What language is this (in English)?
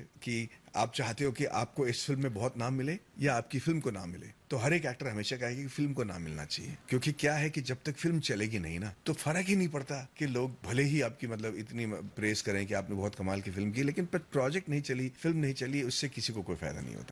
Hindi